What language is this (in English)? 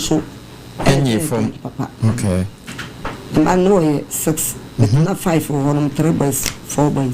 Akan